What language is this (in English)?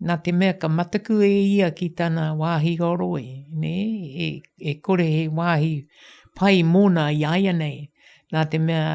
Māori